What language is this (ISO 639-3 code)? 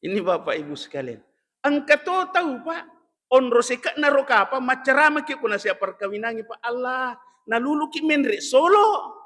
bug